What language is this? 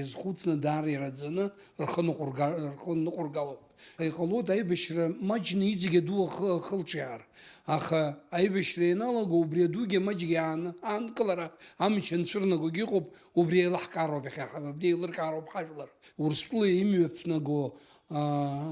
Abkhazian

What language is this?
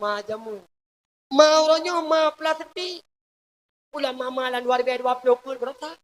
Achinese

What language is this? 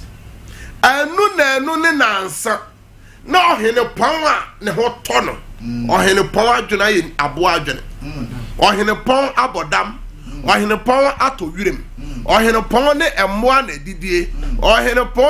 Akan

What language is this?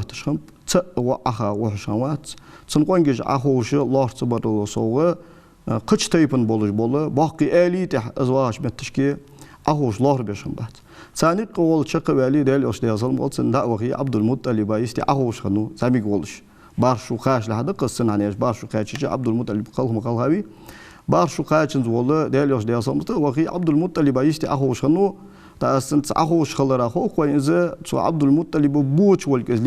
Ingush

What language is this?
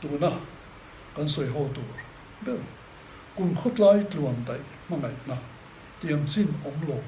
Mizo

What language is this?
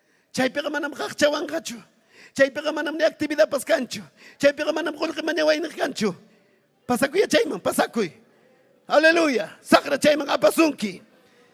Ayacucho Quechua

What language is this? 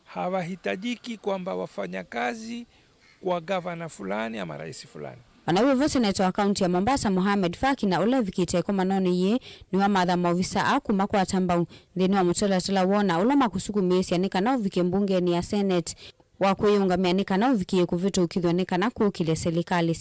Kamba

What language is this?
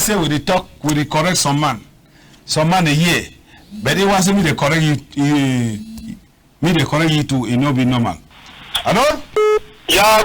Cameroon Pidgin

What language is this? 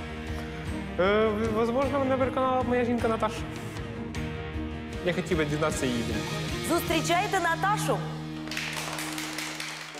Ukrainian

